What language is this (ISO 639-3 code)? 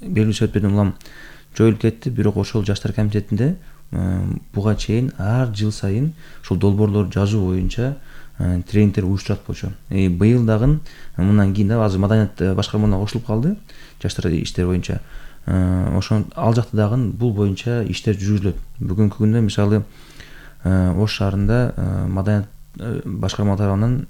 kir